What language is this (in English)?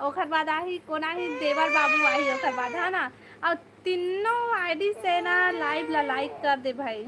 Chhattisgarhi